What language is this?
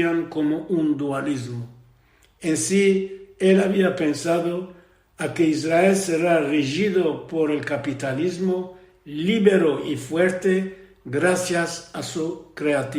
Ladino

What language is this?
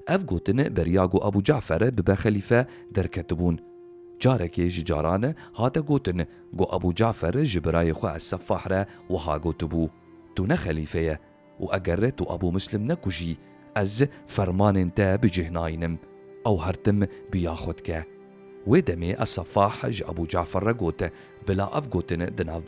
Kurdish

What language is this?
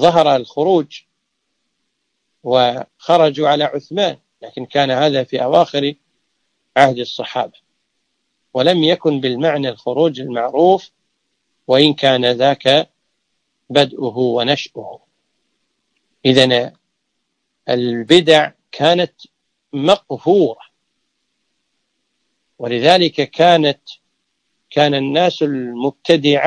Arabic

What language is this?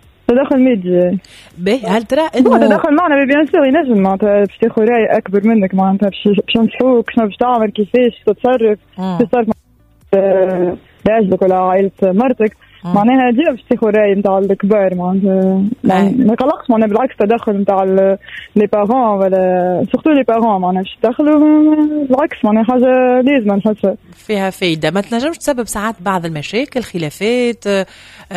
Tunisian Arabic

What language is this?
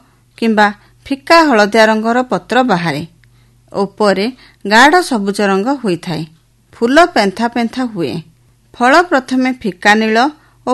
Odia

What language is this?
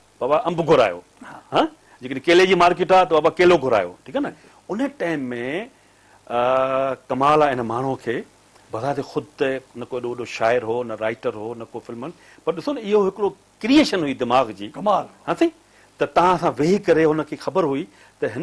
Sindhi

